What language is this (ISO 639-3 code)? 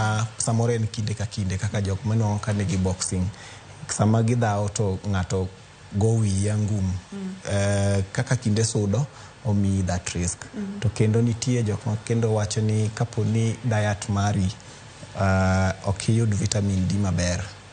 luo